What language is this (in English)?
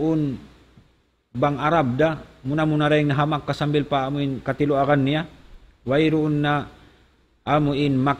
Tausug